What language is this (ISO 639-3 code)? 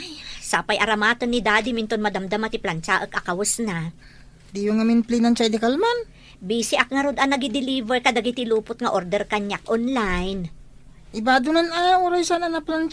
ilo